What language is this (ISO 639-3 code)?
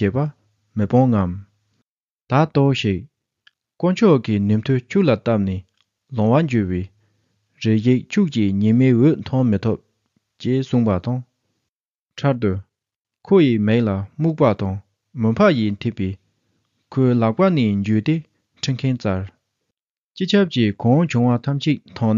bod